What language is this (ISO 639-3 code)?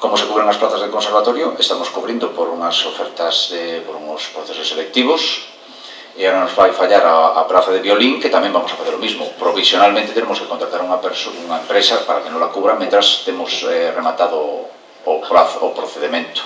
glg